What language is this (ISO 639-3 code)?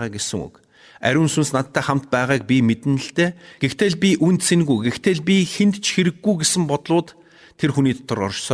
mon